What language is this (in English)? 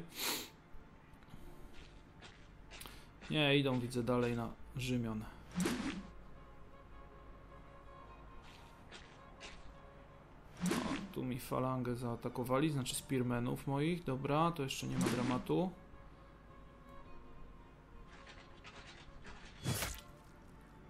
Polish